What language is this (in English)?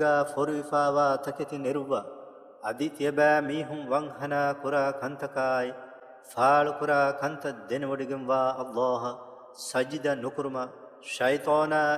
Divehi